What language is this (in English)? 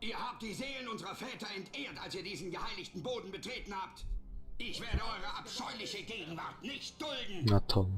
Swiss German